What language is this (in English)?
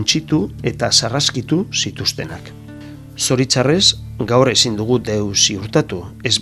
Basque